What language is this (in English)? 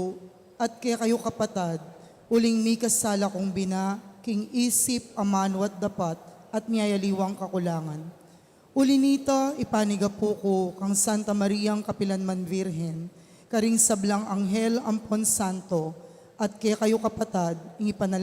Pampanga